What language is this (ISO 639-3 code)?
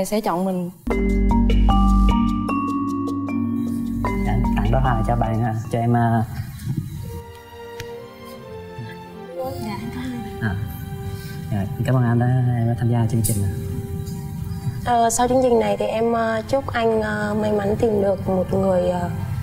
vie